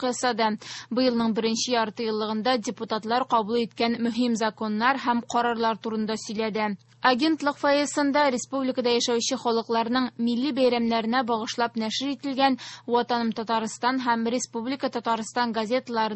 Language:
Tatar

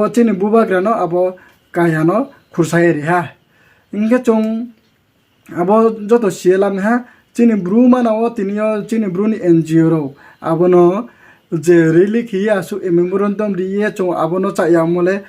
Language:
Riang (India)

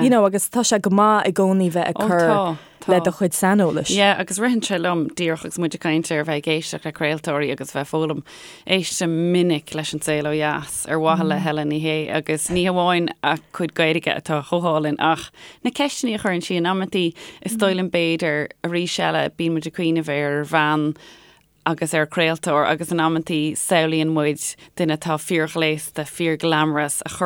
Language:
Irish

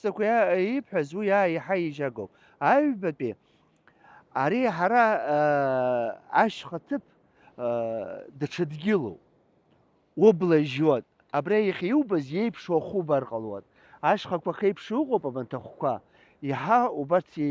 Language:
Abkhazian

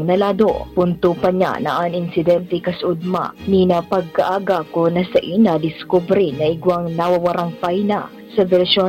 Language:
Bikol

